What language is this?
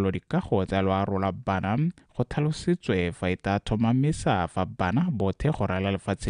Tswana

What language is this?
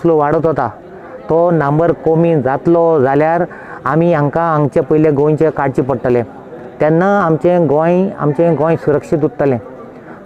Konkani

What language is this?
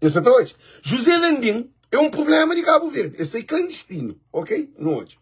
Kabuverdianu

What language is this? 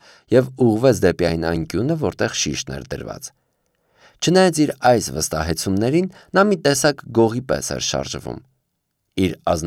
Armenian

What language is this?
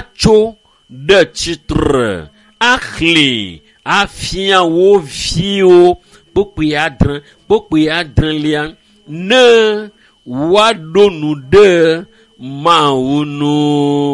Ewe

